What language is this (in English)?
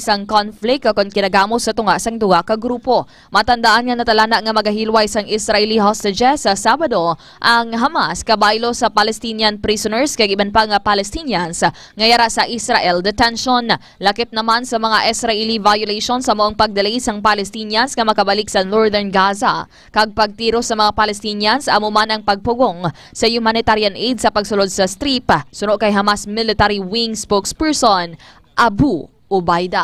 Hiligaynon